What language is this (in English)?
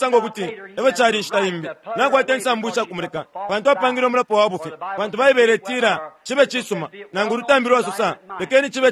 Bemba